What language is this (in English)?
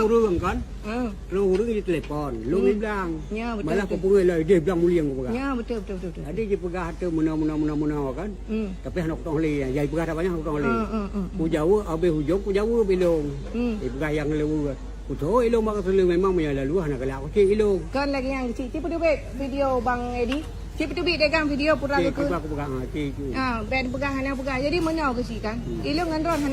Achinese